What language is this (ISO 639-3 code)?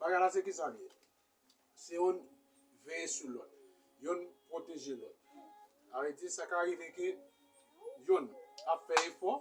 hat